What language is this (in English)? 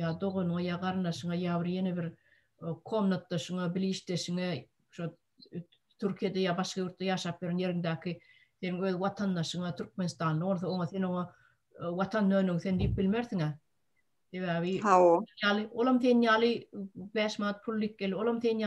Turkmen